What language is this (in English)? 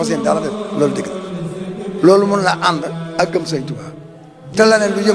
Wolof